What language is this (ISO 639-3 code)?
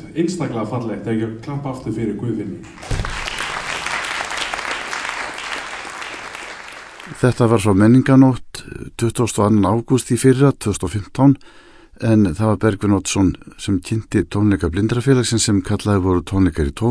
isl